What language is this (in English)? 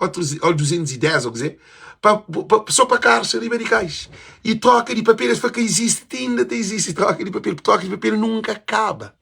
Kabuverdianu